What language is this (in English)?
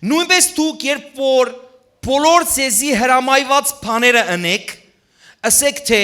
Western Armenian